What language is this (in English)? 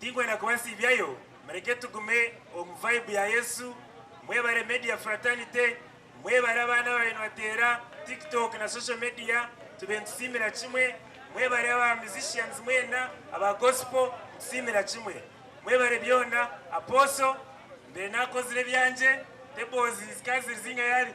Nyankole